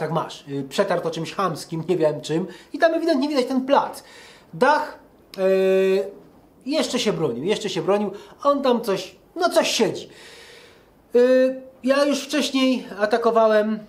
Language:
Polish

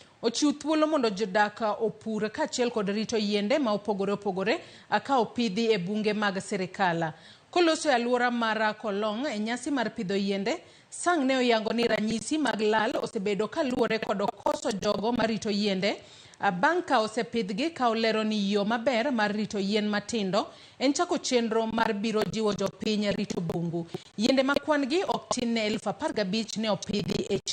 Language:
Luo (Kenya and Tanzania)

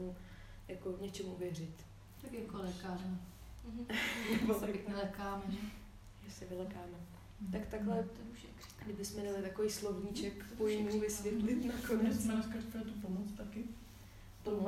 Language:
Czech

